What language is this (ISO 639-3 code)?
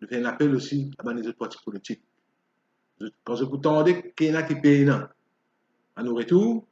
mfe